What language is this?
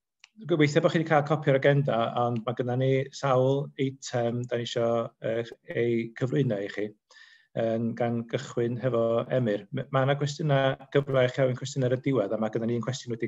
Welsh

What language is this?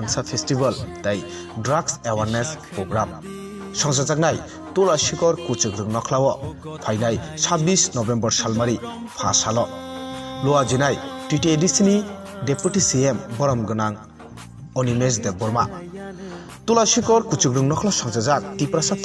Kok Borok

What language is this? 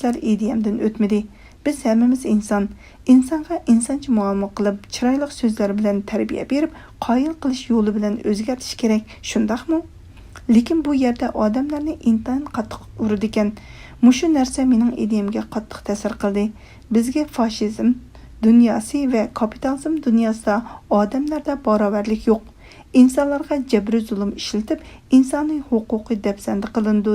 Uyghur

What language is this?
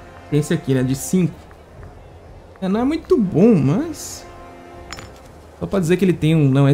Portuguese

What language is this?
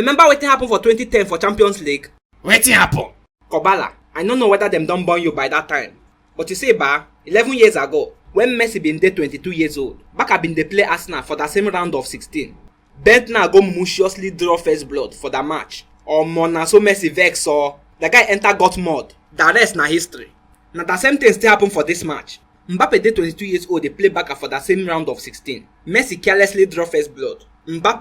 Nigerian Pidgin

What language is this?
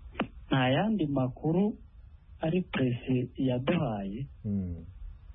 Kinyarwanda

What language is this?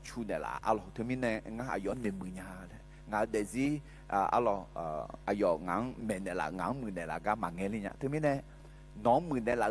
Akha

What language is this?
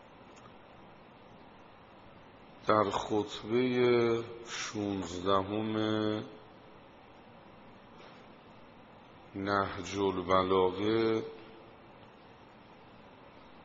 Persian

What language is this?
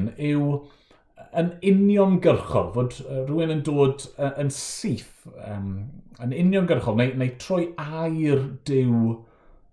Welsh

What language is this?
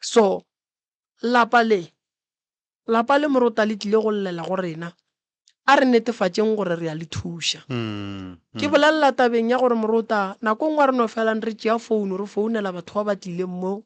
Northern Sotho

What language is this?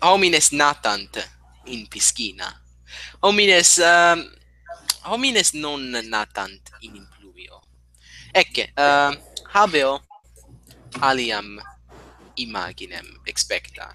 Latin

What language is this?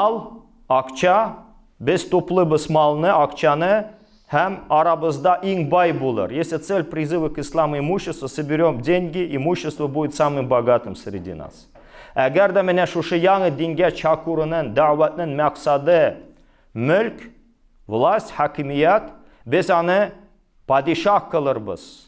Tatar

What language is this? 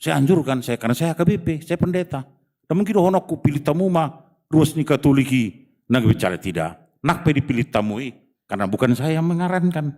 Batak Toba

